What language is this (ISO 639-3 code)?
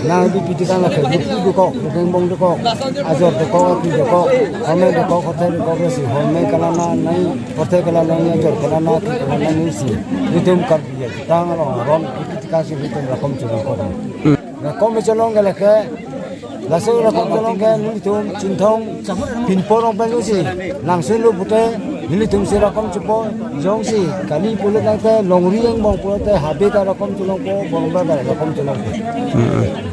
mjw